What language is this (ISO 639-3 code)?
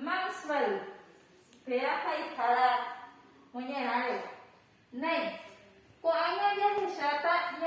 grn